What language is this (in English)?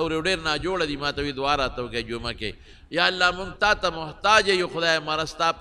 Pashto